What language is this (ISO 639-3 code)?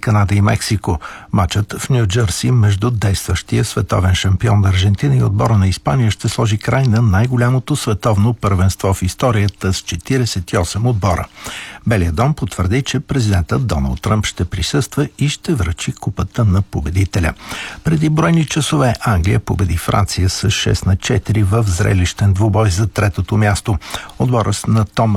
bul